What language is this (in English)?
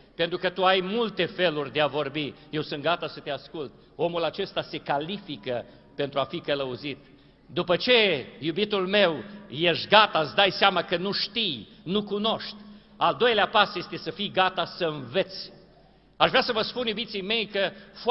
Romanian